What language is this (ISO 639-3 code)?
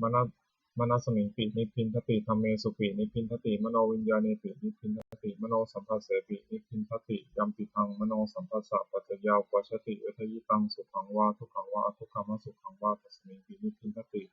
pli